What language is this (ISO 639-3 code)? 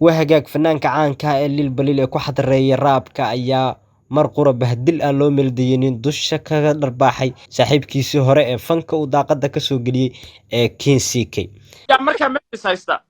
som